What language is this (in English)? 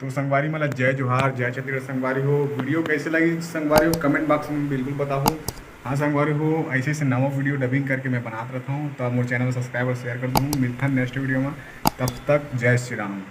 Chhattisgarhi